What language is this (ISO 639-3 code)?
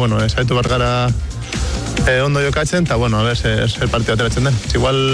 eus